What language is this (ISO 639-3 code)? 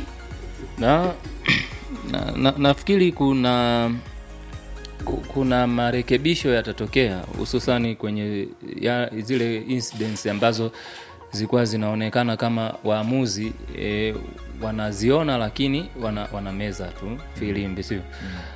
swa